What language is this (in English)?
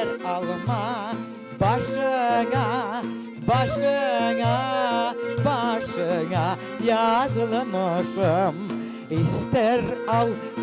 Crimean Tatar